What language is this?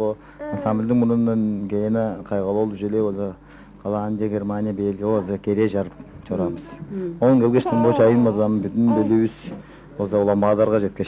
Tuvinian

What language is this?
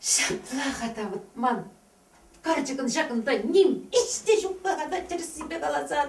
Chuvash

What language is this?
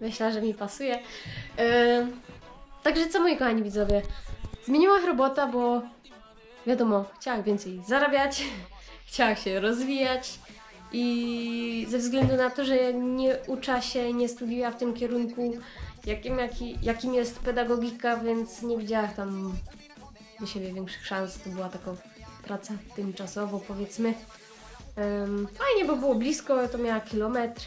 Silesian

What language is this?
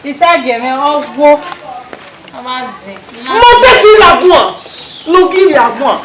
Bini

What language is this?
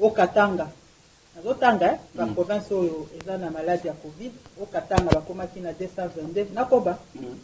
Lingala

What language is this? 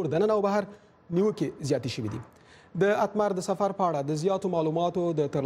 Pashto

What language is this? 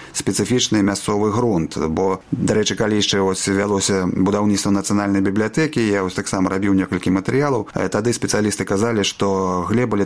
Belarusian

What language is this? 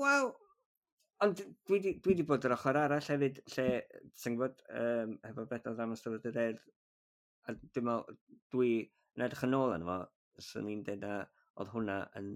Welsh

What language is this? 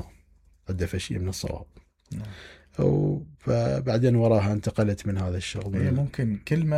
Mesopotamian Arabic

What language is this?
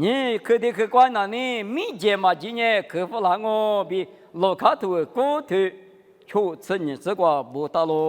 Lisu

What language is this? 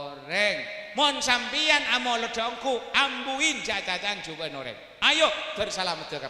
Madurese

